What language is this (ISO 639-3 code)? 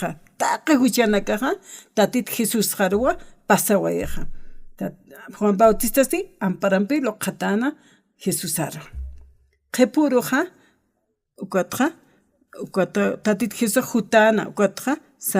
aym